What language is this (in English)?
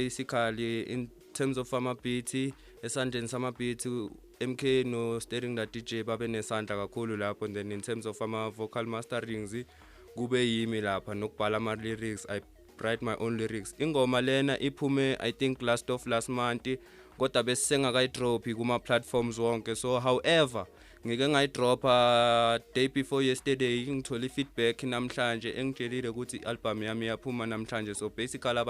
Zulu